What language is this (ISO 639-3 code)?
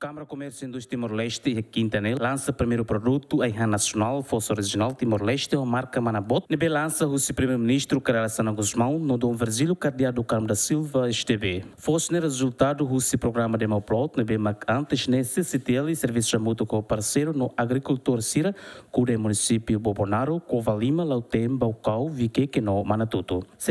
tet